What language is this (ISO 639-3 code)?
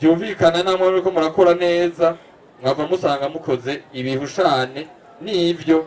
run